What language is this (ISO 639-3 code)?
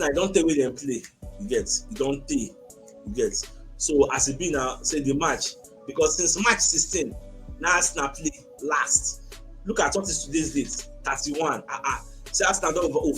pcm